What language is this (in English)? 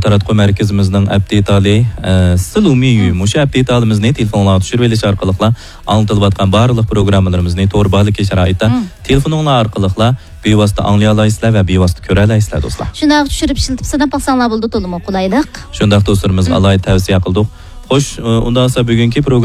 Uyghur